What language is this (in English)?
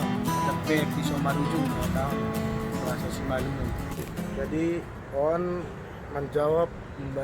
Batak Simalungun